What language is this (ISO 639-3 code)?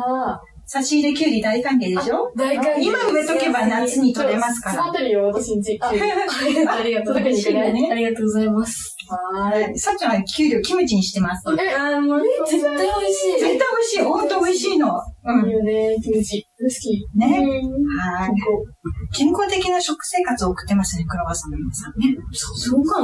jpn